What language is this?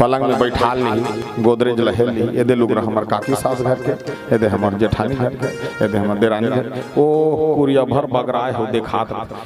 Chhattisgarhi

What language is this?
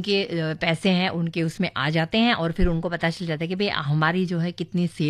Hindi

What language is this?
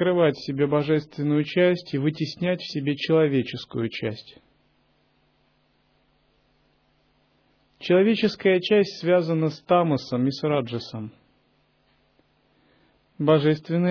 Russian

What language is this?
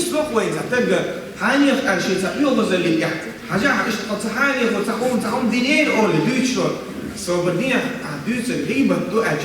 Chechen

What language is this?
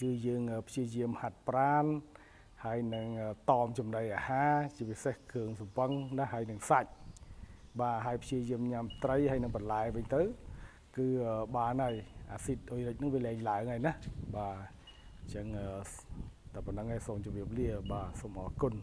Khmer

